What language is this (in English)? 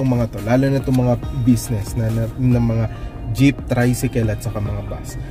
Filipino